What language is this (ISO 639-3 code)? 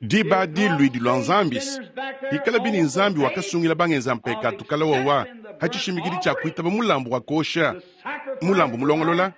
lua